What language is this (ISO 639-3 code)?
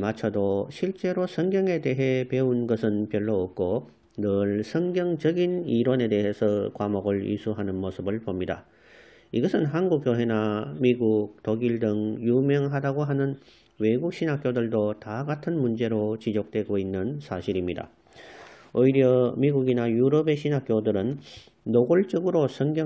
kor